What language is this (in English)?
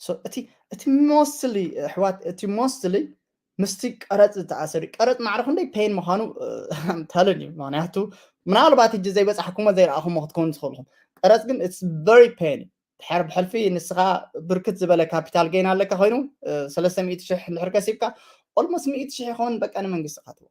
Tigrinya